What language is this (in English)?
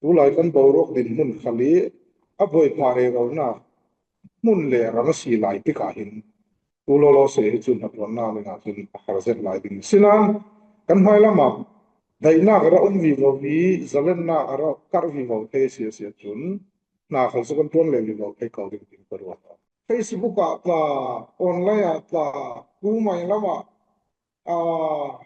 Falam Chin